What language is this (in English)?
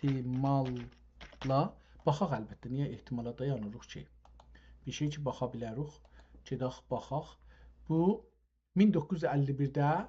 South Azerbaijani